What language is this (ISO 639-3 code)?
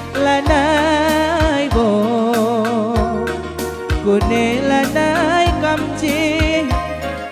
btx